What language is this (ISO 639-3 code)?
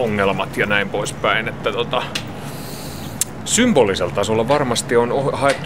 fin